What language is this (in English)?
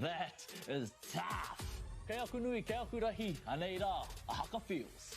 Māori